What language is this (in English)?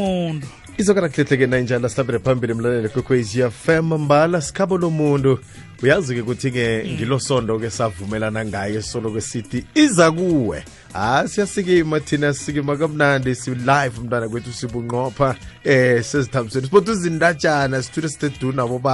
South Ndebele